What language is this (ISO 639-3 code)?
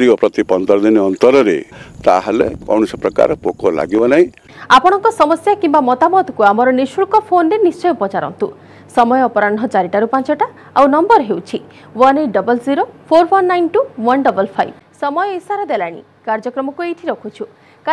ori